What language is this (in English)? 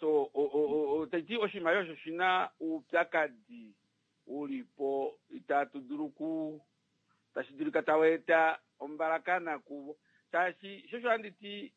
Kuanyama